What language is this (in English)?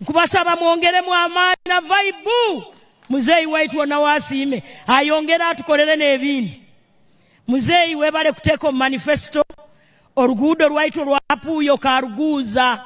Nyankole